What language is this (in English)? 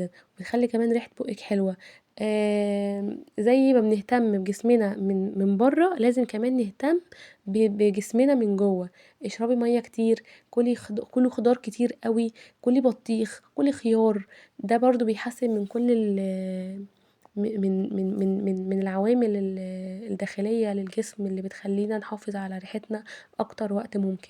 Egyptian Arabic